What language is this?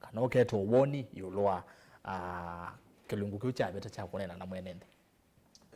Kamba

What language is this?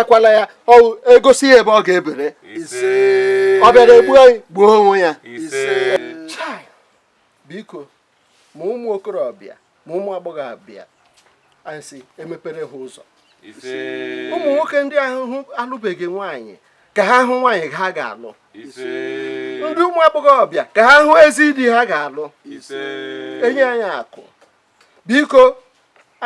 Igbo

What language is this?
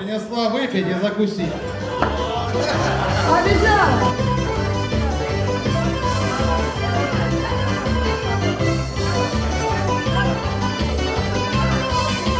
Russian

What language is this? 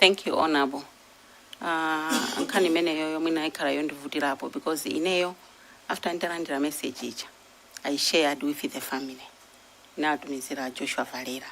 Nyanja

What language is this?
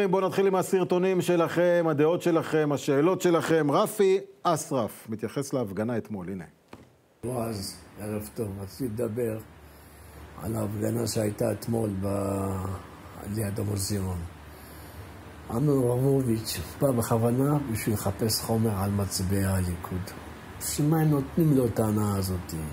Hebrew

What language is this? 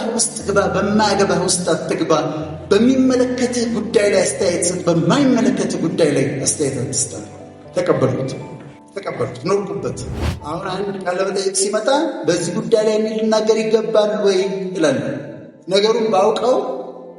Amharic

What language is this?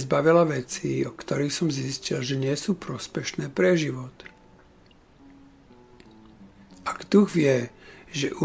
Slovak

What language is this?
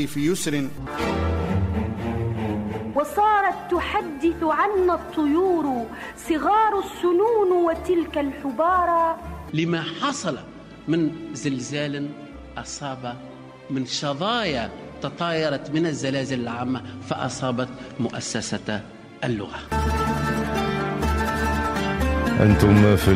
Tunisian Arabic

